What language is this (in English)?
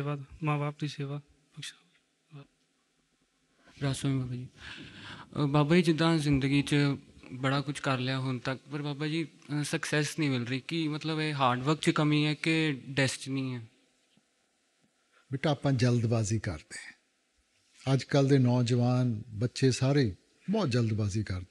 Punjabi